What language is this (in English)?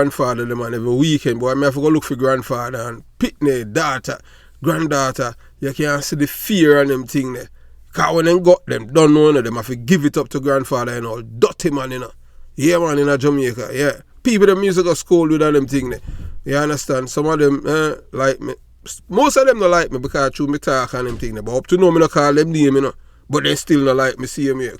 Jamaican Creole English